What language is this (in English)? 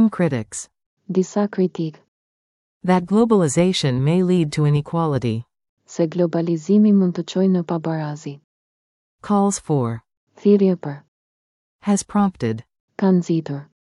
Albanian